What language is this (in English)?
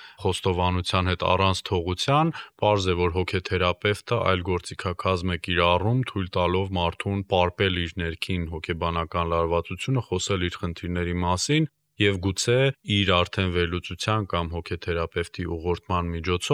Armenian